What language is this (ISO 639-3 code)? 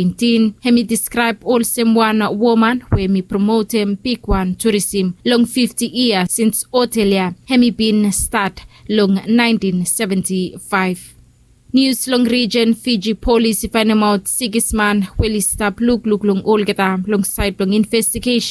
bis